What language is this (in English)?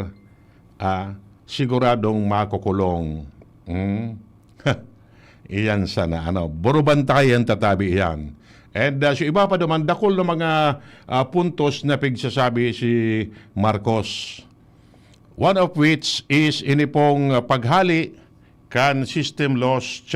Bikol